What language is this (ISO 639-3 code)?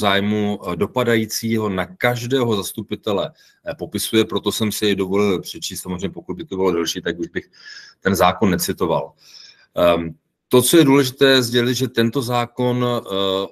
ces